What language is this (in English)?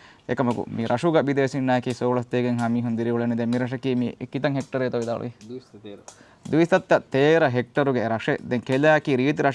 Divehi